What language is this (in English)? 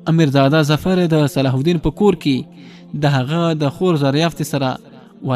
Pashto